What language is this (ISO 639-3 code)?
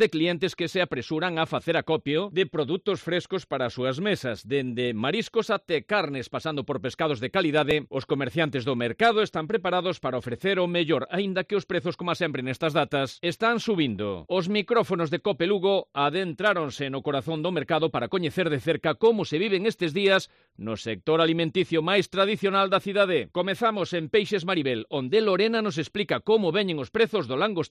glg